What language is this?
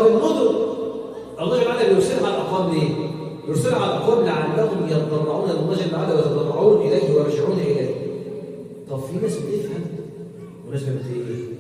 Egyptian Arabic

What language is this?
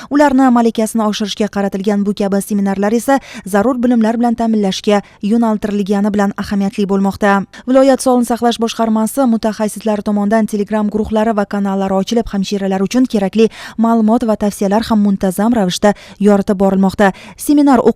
Uzbek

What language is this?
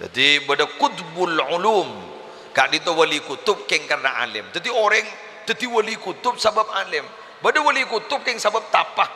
Madurese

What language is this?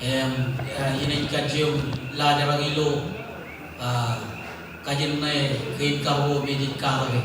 Marshallese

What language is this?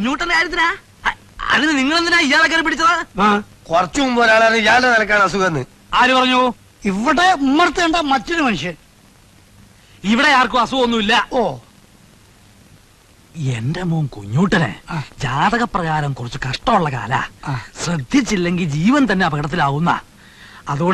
Malayalam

